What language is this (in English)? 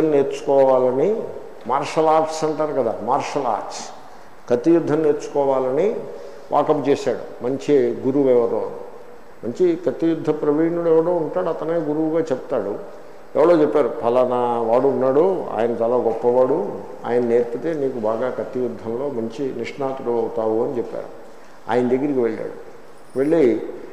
Telugu